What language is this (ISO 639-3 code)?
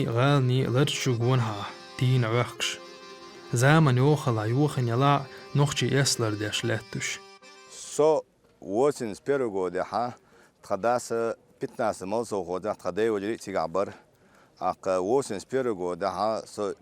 che